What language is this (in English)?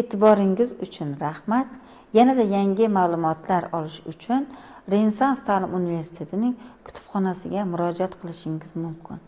Uzbek